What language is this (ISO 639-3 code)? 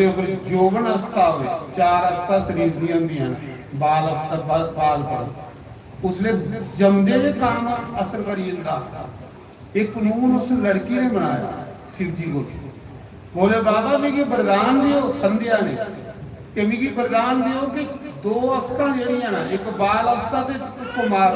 doi